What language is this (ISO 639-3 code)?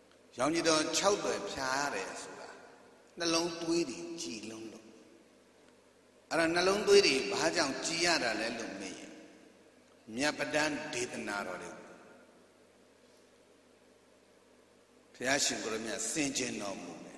mya